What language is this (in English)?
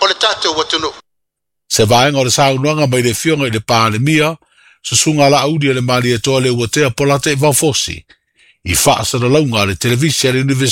Samoan